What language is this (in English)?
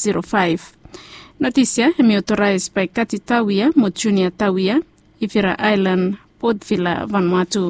Bislama